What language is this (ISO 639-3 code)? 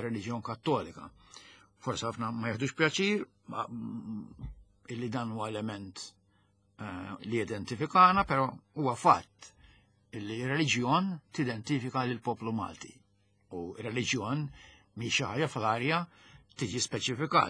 mlt